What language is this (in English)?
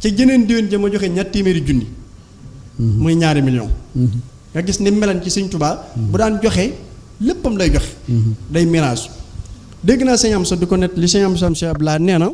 Wolof